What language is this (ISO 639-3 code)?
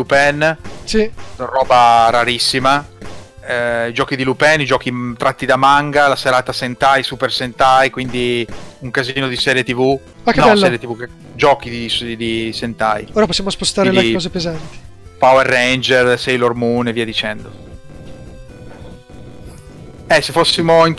ita